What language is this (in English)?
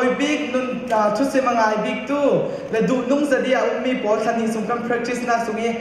Hakha Chin